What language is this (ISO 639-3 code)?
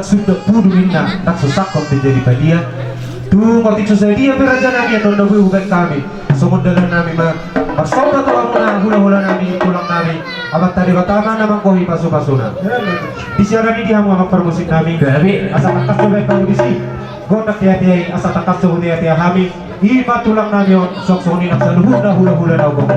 bbc